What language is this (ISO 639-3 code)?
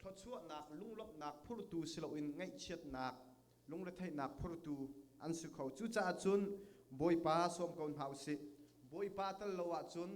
cnh